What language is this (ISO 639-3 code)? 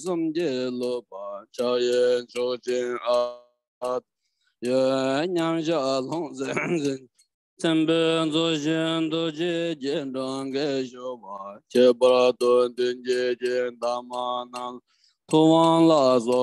bod